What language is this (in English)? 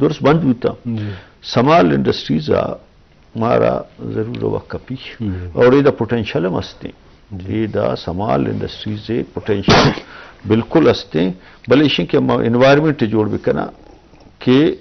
Eastern Balochi